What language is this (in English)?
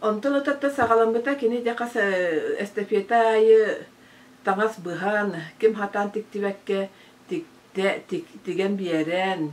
Yakut